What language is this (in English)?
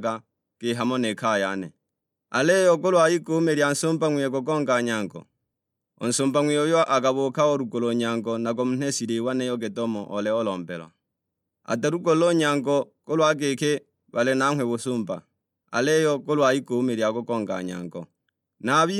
Sukuma